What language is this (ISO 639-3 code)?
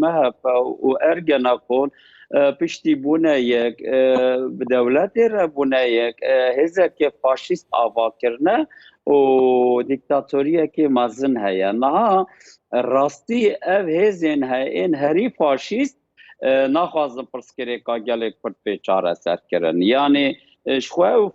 kur